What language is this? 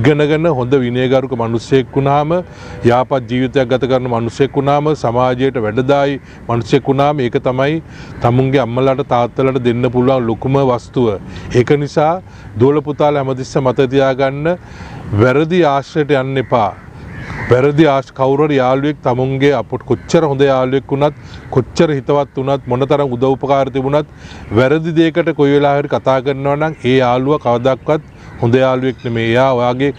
Sinhala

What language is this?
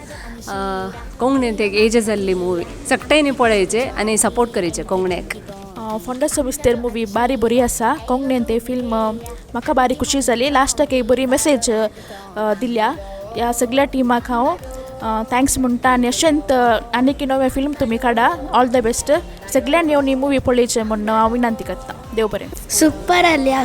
Konkani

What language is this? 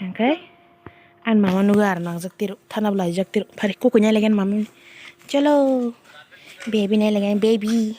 Kok Borok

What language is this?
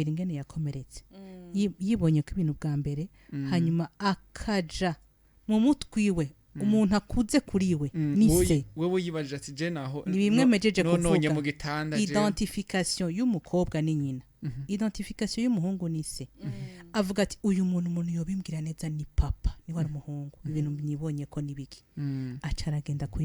Rundi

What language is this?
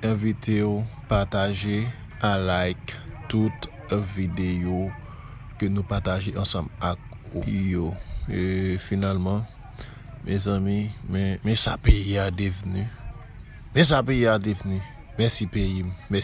Haitian Creole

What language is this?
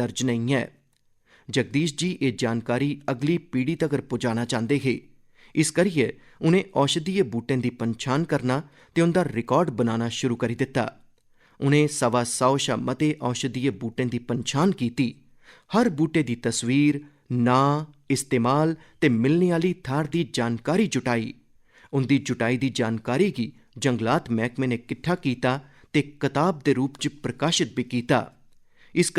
Dogri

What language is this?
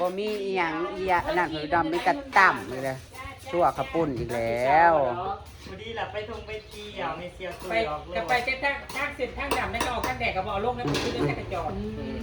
Northeastern Thai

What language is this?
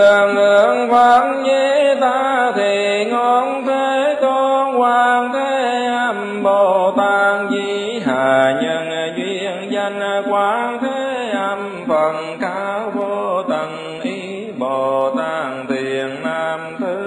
Vietnamese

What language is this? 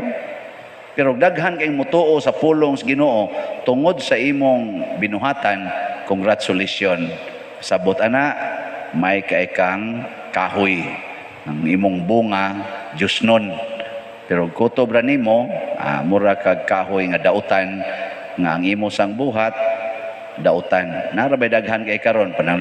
Cebuano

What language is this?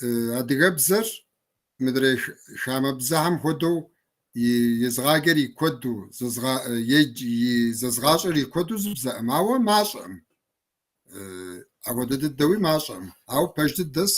Kabardian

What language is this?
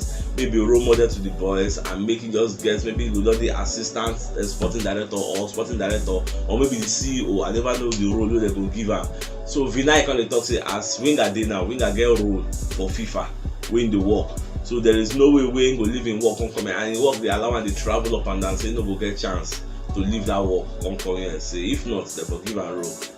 Nigerian Pidgin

